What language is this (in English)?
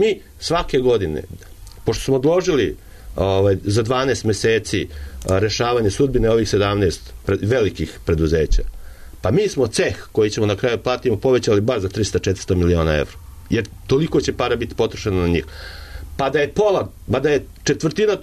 Serbian